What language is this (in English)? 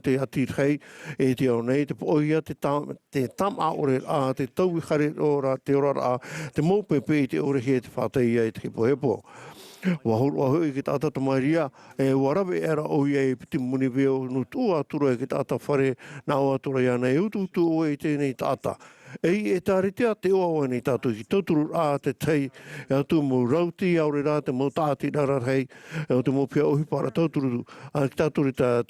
Tahitian